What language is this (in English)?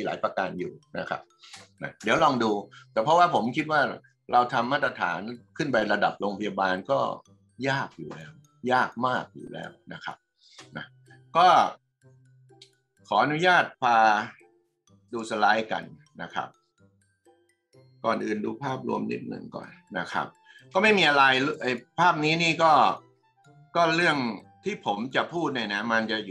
Thai